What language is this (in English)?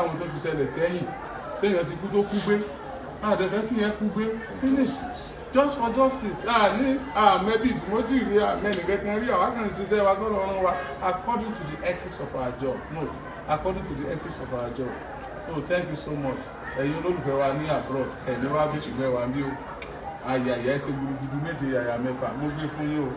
Yoruba